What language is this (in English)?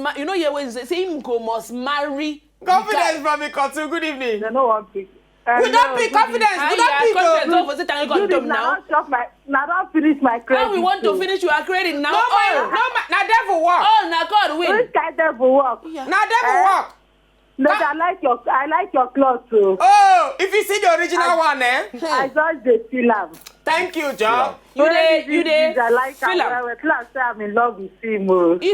Nigerian Pidgin